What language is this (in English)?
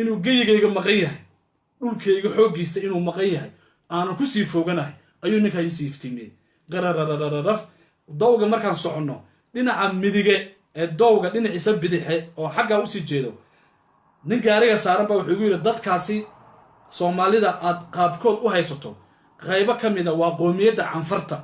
Somali